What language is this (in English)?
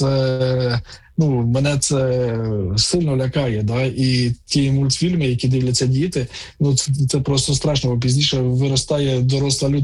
Ukrainian